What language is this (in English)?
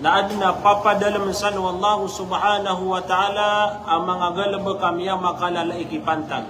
Maranao